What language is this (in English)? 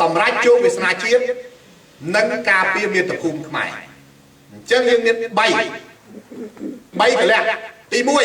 Khmer